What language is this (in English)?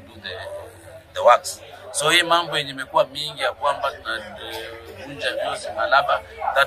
Swahili